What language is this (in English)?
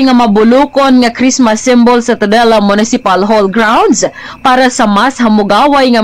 Cebuano